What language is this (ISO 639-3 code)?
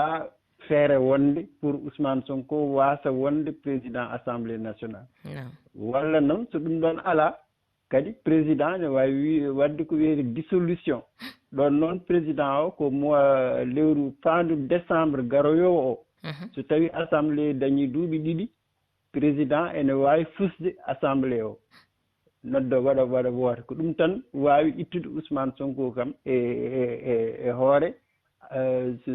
ful